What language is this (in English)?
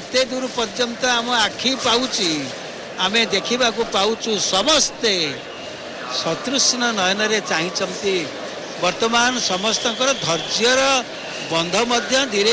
Odia